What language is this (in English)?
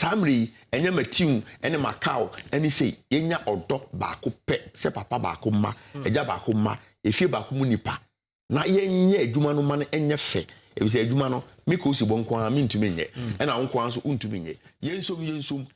Akan